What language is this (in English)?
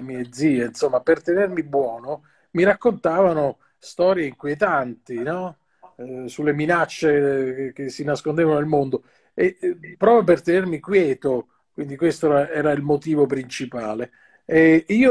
Italian